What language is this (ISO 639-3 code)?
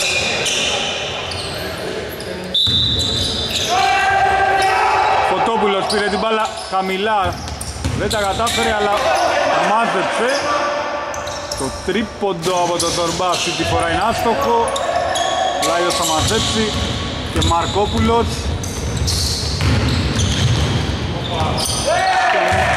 ell